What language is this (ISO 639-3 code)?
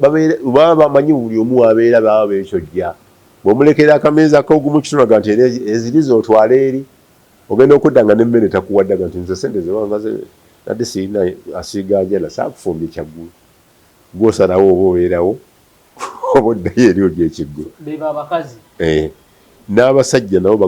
lug